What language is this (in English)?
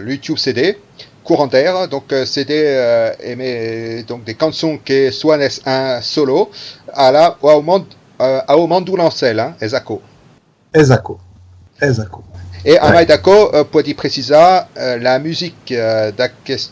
Occitan